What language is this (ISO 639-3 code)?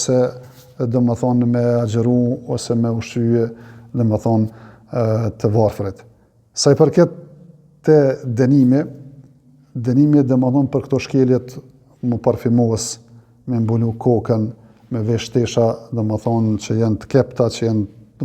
sqi